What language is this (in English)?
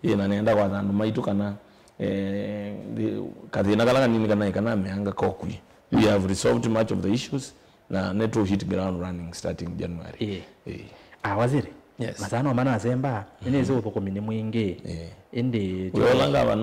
Kamba